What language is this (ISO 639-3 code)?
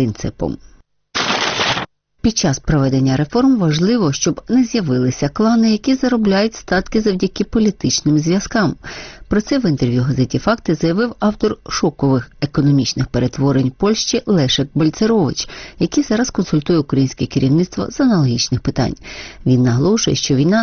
ukr